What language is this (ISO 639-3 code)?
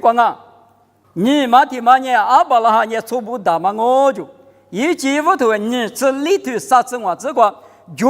lis